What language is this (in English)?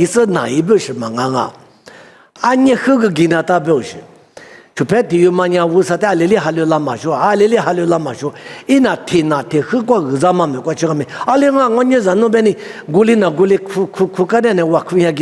Lisu